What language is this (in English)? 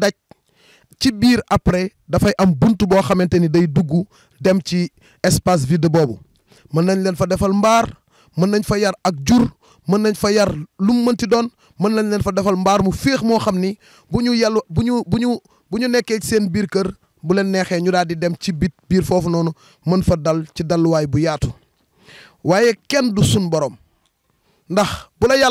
Wolof